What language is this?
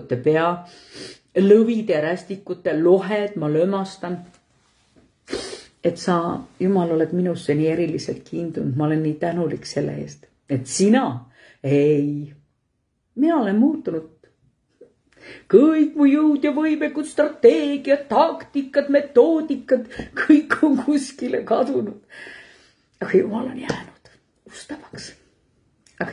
Estonian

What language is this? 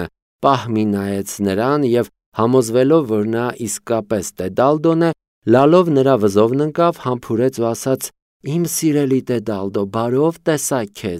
Armenian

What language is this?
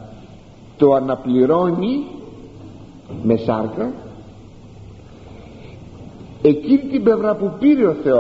Greek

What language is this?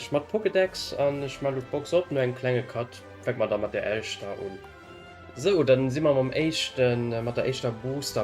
Luxembourgish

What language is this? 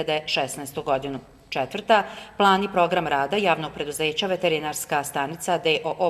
Bosnian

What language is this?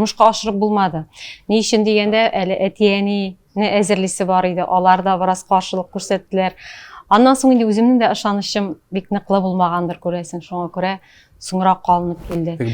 Tatar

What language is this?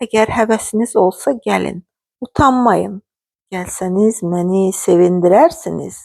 Azerbaijani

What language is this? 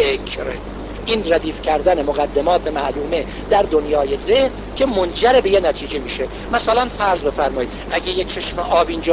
Persian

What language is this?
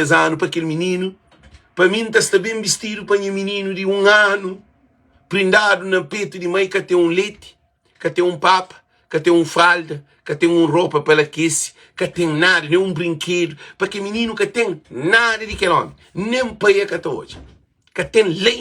Kabuverdianu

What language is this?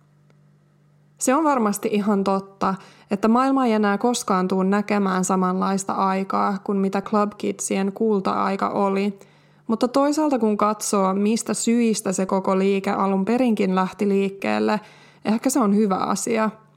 Finnish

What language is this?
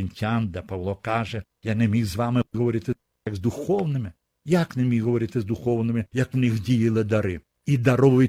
Ukrainian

